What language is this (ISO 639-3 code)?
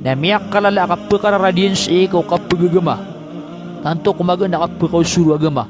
mrw